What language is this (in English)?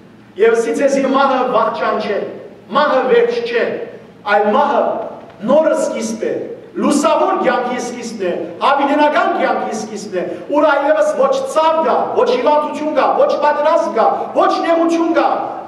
Western Armenian